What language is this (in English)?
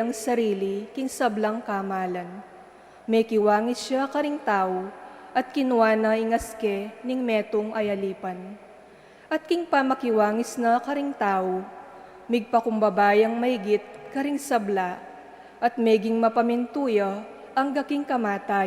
Pampanga